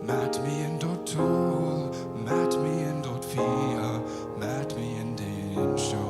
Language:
Plautdietsch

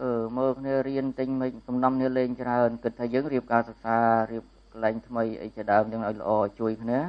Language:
Khmer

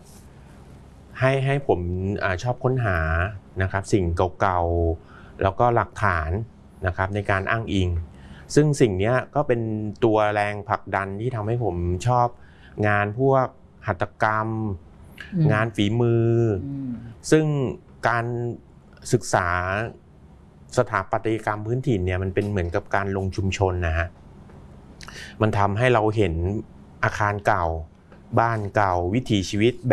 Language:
Thai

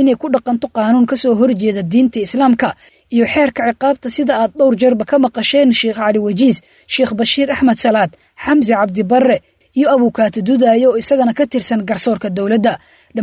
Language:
Somali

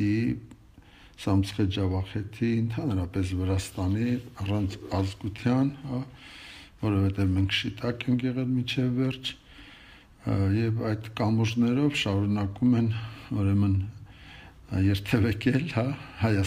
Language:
Armenian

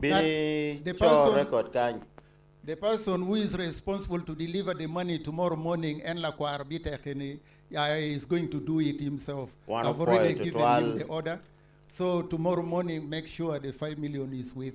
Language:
Acoli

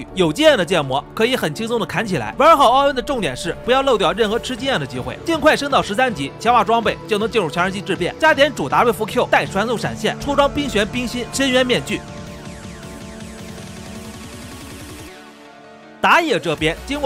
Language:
Chinese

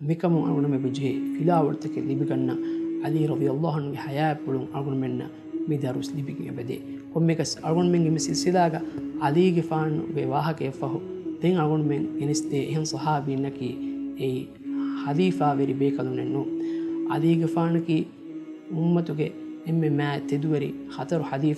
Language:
Divehi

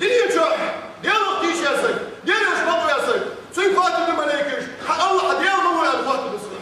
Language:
Ingush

